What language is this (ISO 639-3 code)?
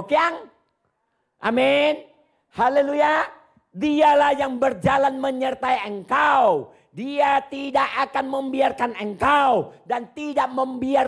hak